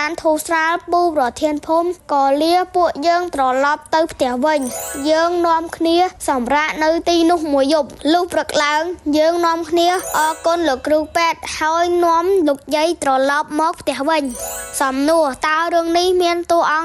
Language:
Khmer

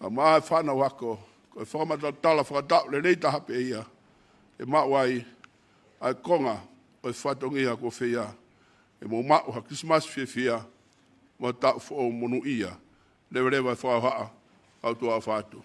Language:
Tongan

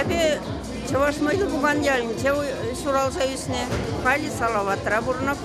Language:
Chuvash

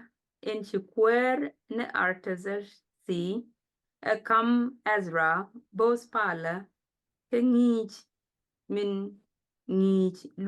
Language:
Nuer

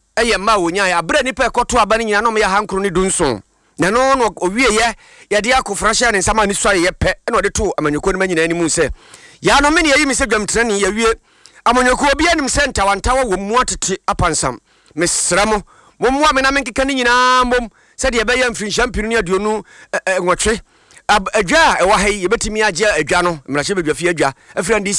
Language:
Akan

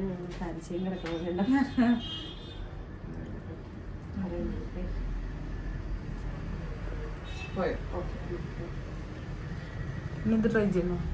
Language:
Malayalam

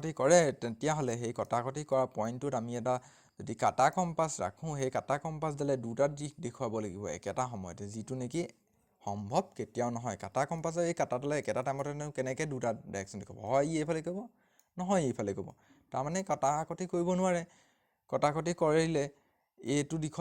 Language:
Assamese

